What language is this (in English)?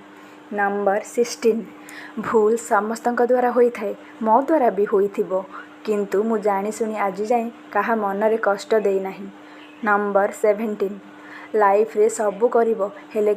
Odia